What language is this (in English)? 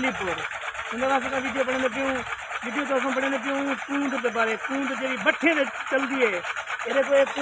Saraiki